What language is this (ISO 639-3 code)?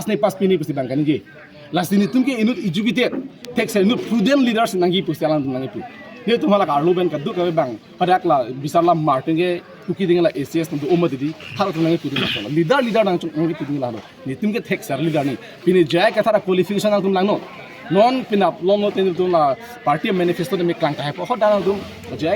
mjw